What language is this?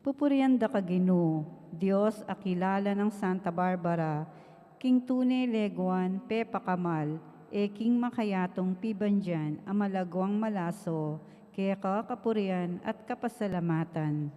Pampanga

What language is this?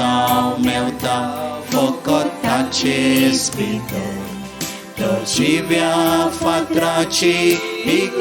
Konkani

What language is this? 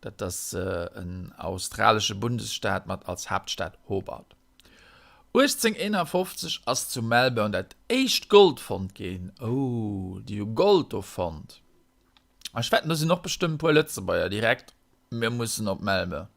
Luxembourgish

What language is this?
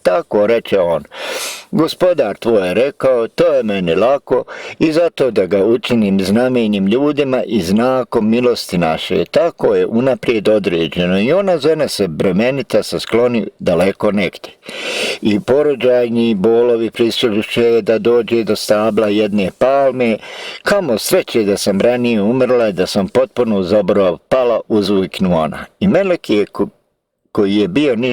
Bosnian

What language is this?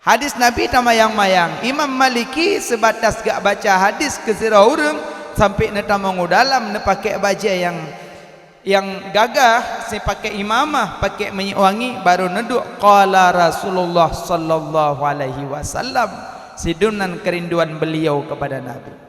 Achinese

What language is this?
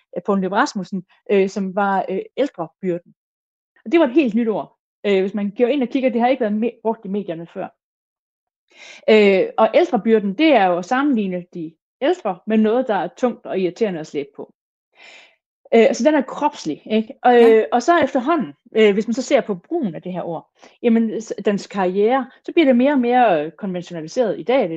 Danish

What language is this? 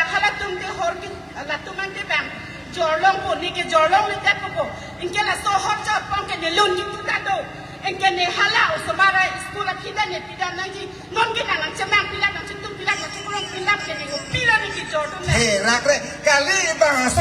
Karbi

